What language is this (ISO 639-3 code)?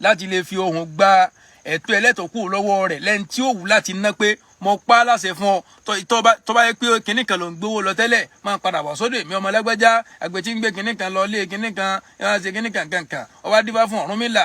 yor